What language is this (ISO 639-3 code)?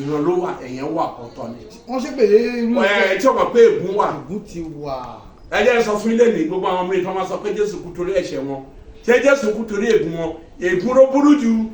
yor